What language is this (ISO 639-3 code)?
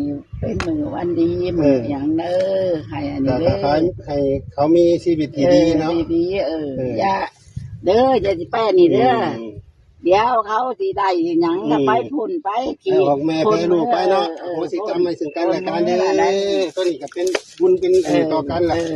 tts